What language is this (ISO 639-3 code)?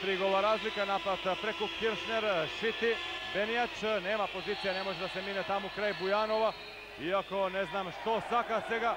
mkd